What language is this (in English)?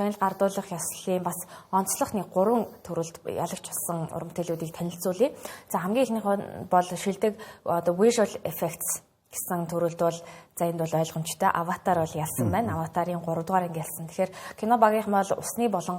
Mongolian